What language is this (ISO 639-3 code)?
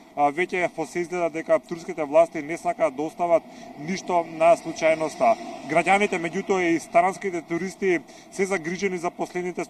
mkd